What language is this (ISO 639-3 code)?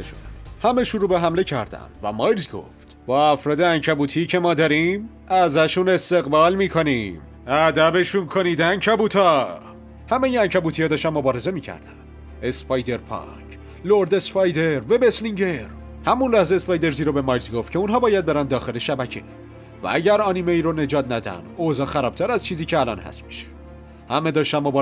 fas